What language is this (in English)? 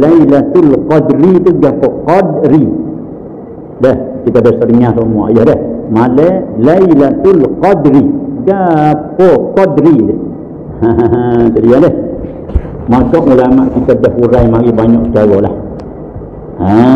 Malay